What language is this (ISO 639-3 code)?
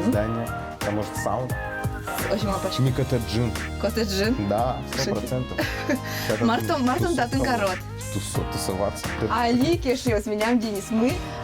udm